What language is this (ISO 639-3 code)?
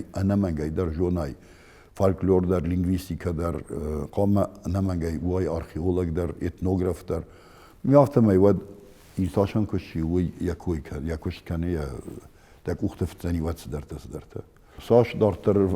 oss